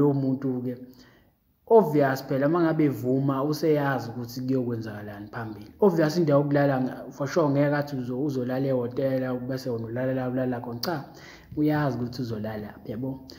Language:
Zulu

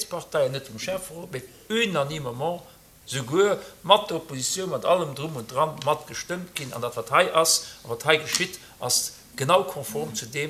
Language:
Luxembourgish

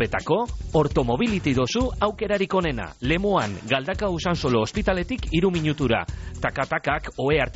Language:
Basque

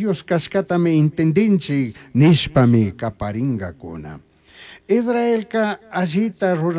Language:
Chimborazo Highland Quichua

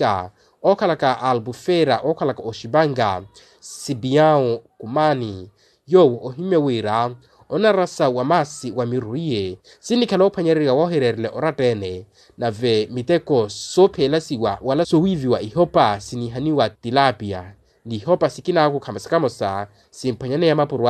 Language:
Makhuwa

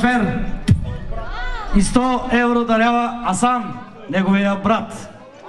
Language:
Bulgarian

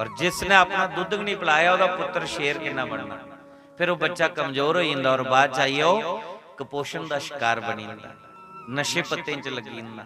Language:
Dogri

